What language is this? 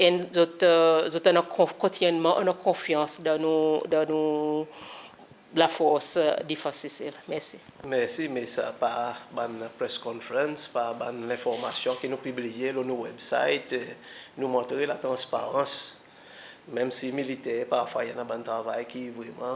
Seselwa Creole French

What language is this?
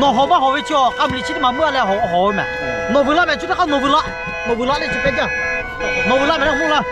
Lahu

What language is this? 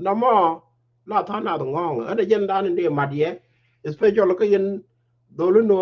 Nuer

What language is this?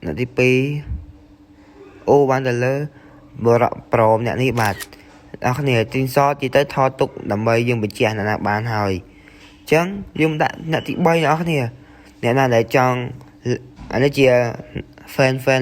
Khmer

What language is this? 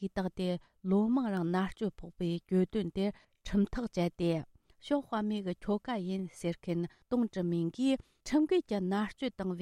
Tibetan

